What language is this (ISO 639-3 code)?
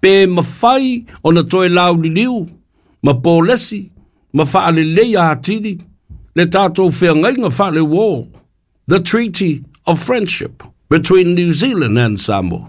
smo